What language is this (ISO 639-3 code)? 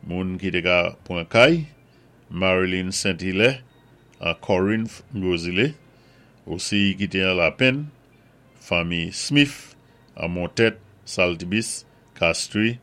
acf